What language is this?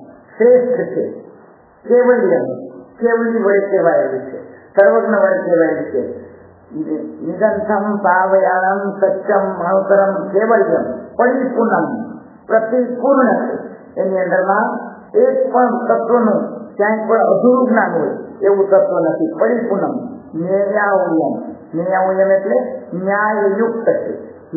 Gujarati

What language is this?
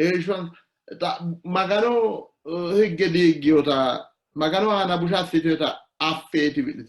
Sidamo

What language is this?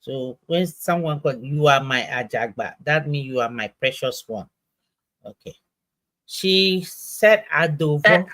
Ewe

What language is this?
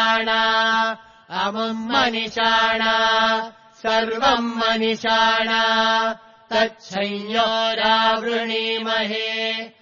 Sanskrit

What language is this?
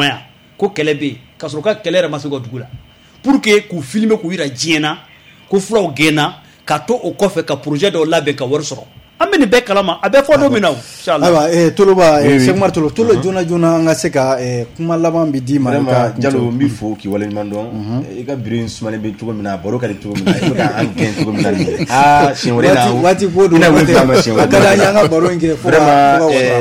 Bambara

